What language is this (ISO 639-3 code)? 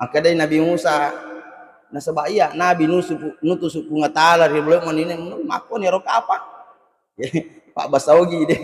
bug